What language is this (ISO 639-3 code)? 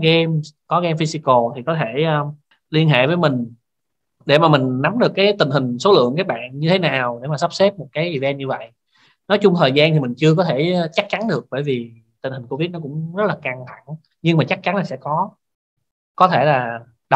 vie